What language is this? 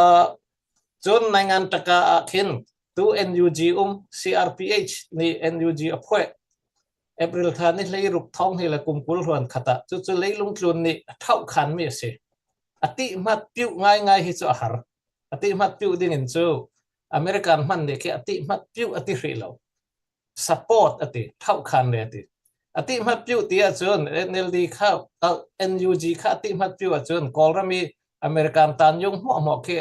Falam Chin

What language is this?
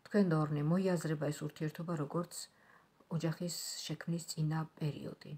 Georgian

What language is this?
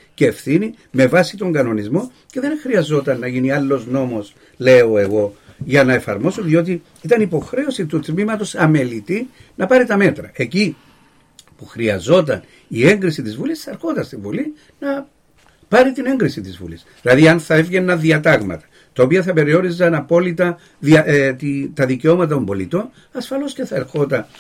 Greek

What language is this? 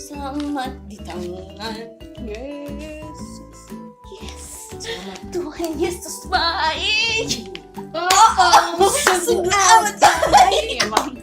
Manado Malay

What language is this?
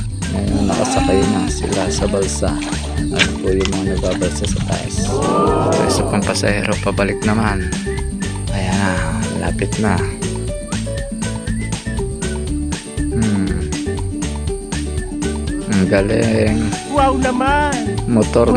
Filipino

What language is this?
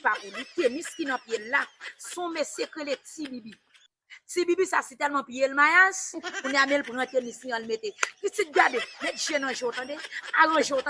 Haitian Creole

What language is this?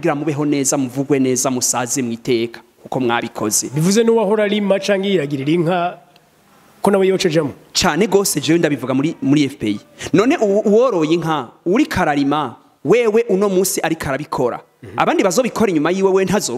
Rundi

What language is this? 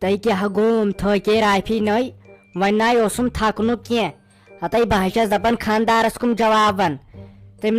Kashmiri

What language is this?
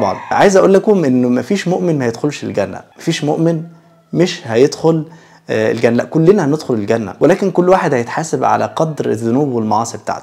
Egyptian Arabic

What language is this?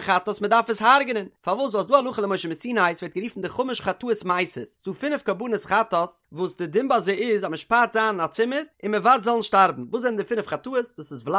Yiddish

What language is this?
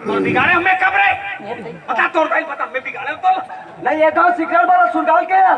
Chhattisgarhi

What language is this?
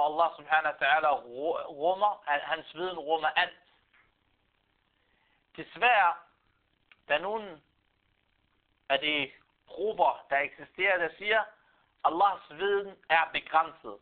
Danish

